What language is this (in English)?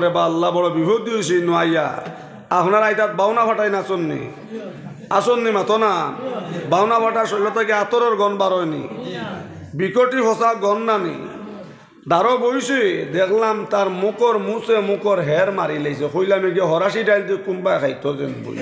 Sylheti